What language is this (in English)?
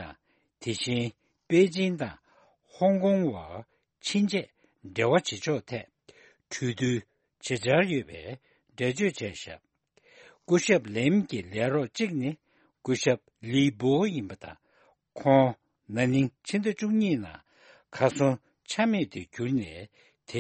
Tibetan